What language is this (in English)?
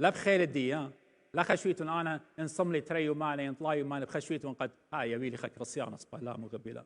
Assyrian Neo-Aramaic